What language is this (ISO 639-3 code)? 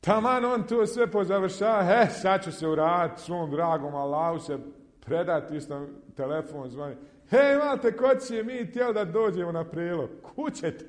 bos